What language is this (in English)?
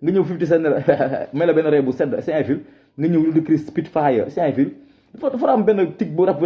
Wolof